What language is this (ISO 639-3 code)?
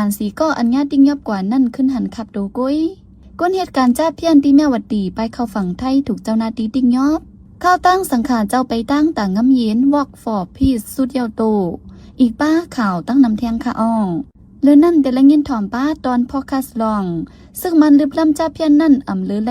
shn